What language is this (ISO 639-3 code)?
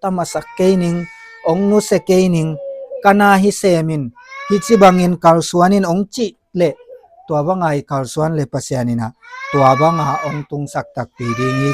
ctd